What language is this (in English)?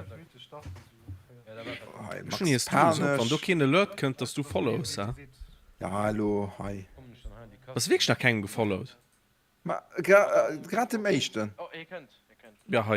Luxembourgish